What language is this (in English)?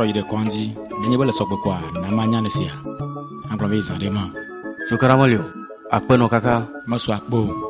Ewe